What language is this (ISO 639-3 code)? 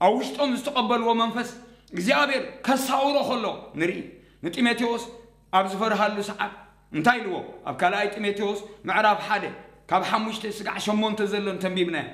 tir